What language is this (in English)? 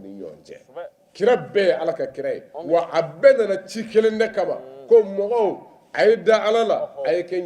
Bambara